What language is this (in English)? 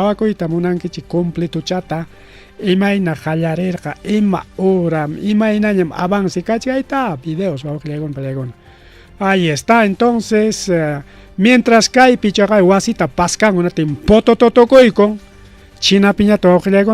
Ayacucho Quechua